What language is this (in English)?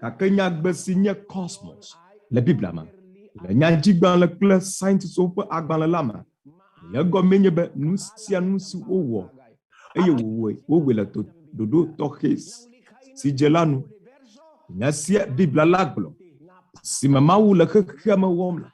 Ewe